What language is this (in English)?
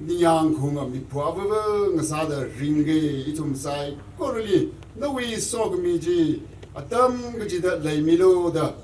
Tangkhul Naga (India)